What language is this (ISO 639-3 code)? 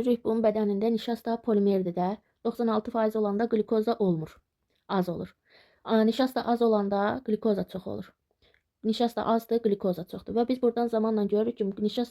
aze